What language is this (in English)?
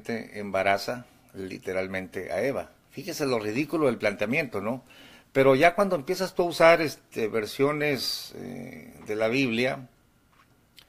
Spanish